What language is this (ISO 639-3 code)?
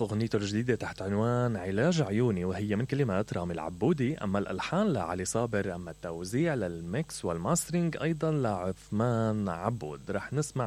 acm